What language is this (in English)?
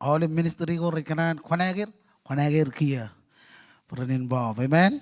Marshallese